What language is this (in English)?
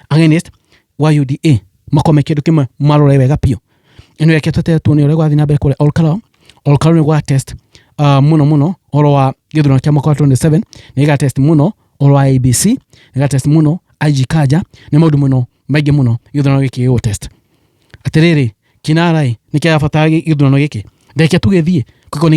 Kikuyu